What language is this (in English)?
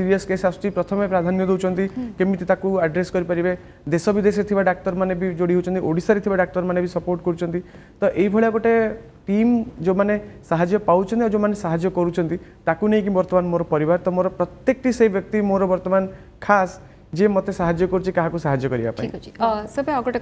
Odia